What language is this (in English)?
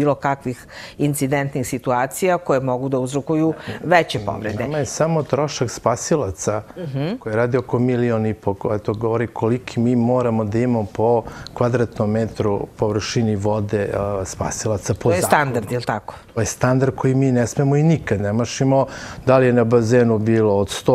Serbian